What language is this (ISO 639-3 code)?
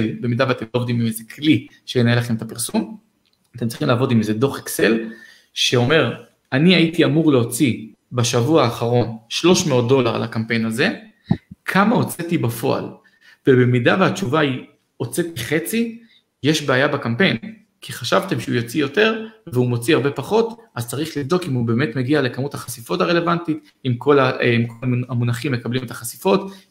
heb